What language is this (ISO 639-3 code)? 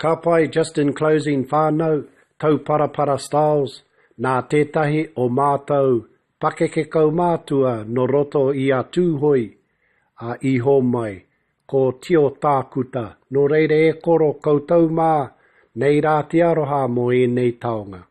mri